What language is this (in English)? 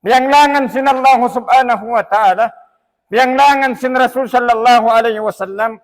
Tausug